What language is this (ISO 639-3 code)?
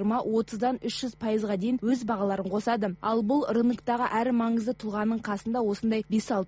kaz